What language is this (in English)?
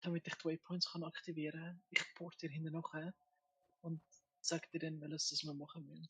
Swiss German